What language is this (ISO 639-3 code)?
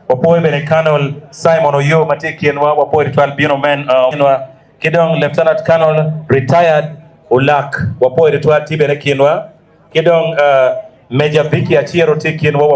ach